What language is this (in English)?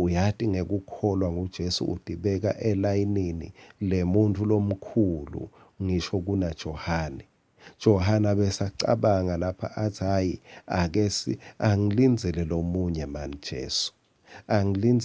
Swati